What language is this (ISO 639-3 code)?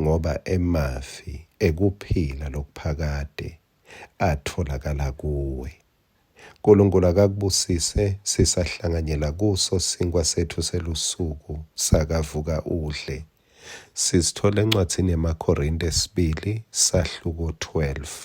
ssw